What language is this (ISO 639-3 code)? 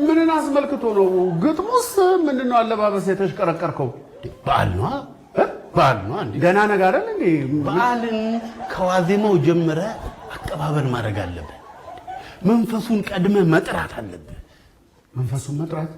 amh